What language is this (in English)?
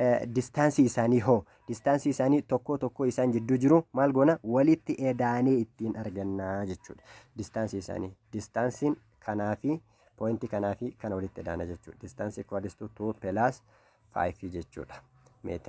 Oromo